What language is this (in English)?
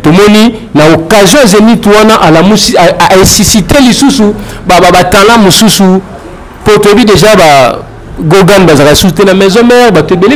Lingala